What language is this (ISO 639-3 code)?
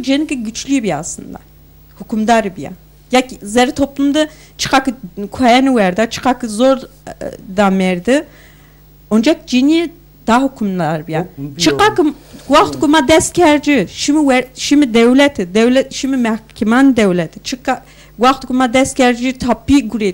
zza